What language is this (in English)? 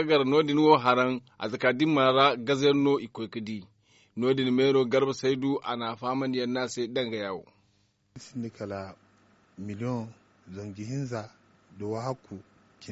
Zarma